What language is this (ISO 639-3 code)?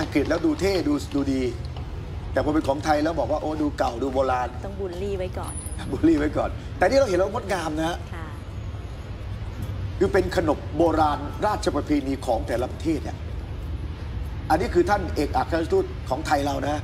tha